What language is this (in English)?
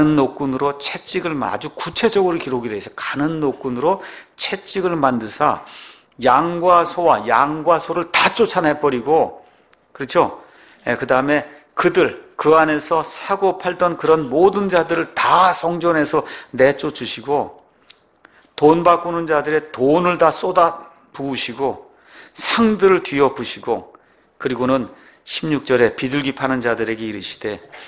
Korean